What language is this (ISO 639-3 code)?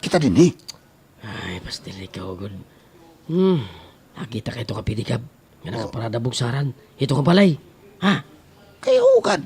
war